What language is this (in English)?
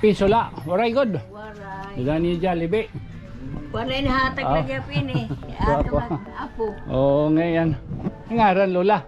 Waray